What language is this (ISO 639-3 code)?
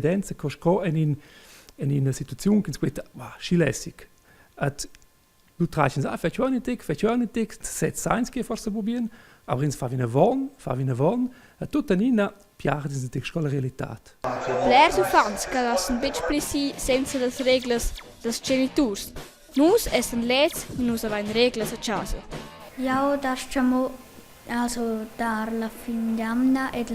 roh